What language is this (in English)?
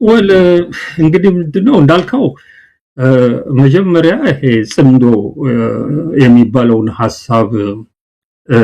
Amharic